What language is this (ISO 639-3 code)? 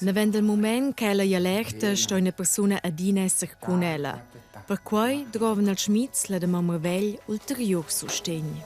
roh